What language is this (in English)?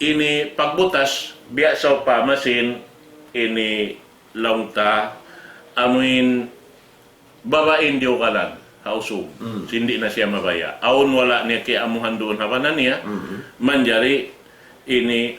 Tausug